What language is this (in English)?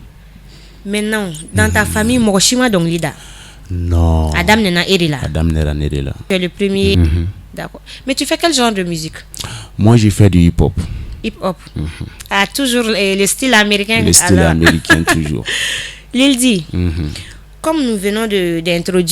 Bambara